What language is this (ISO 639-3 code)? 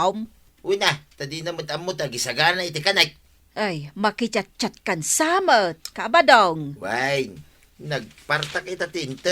ilo